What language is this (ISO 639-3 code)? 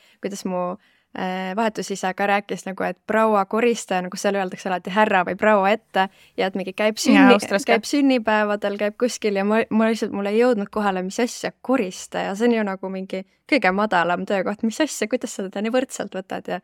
est